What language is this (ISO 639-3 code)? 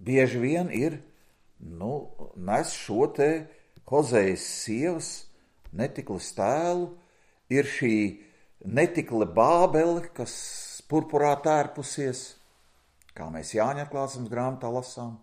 lav